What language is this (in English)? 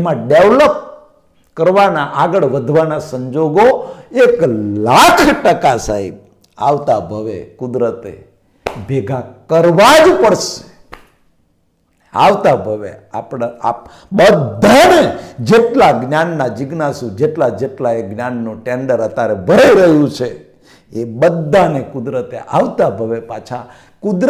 Gujarati